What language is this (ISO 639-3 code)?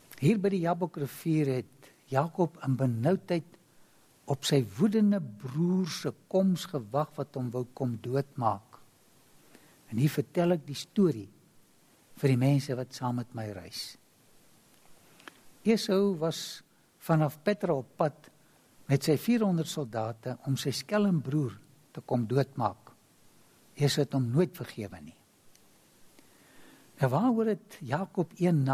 afr